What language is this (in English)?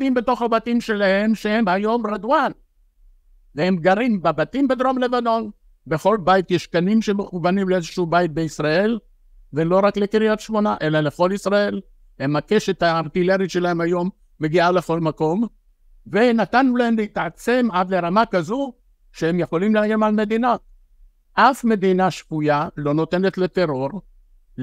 Hebrew